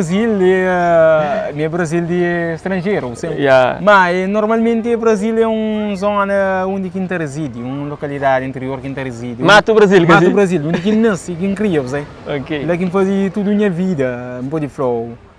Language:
Kabuverdianu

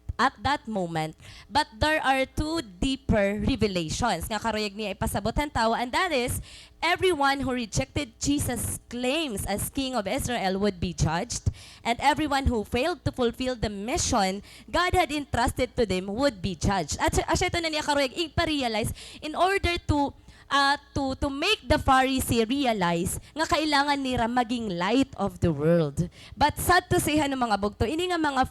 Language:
Waray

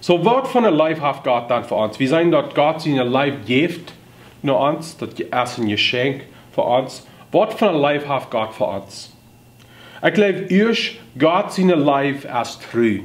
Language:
Plautdietsch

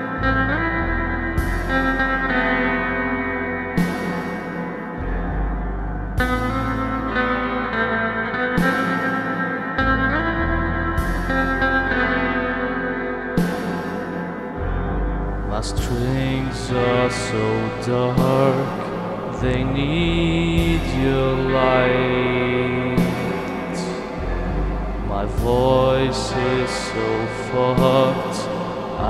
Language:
English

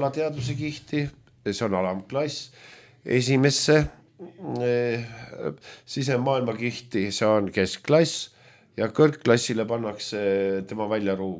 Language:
Estonian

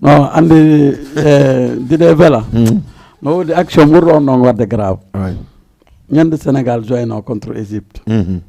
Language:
Fula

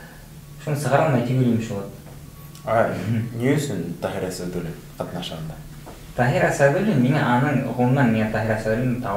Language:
Bashkir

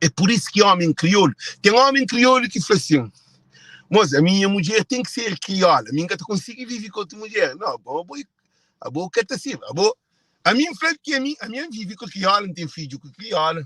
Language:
Kabuverdianu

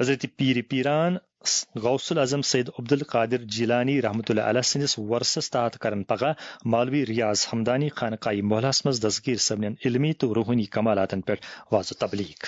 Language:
Kashmiri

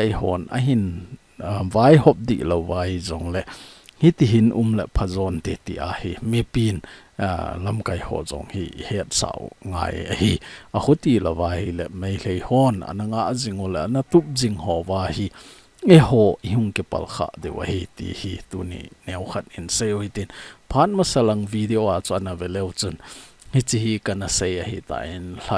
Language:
Thado Chin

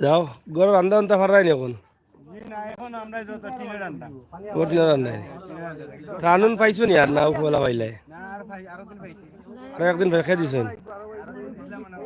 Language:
Sylheti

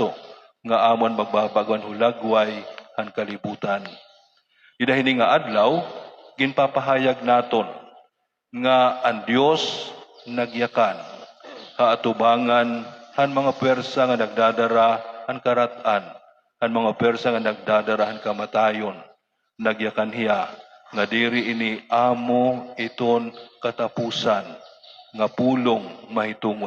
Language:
Waray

